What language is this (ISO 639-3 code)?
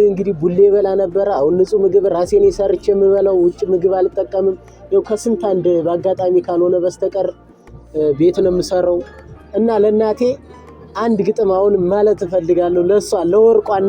amh